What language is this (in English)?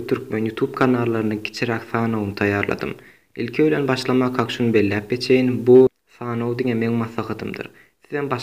Turkmen